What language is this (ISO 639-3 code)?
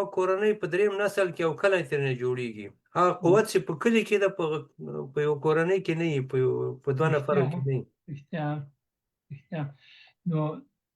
pus